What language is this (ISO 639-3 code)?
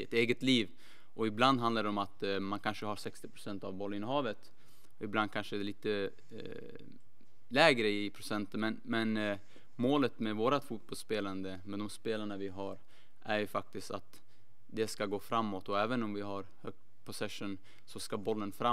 swe